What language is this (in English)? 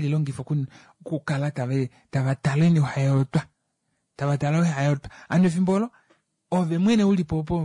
Kuanyama